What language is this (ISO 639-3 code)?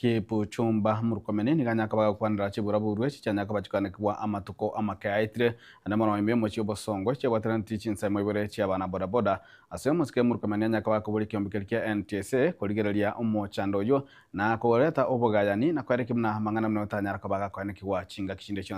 guz